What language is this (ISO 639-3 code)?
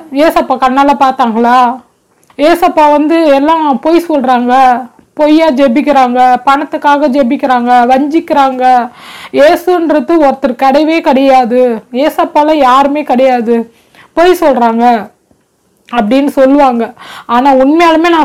tam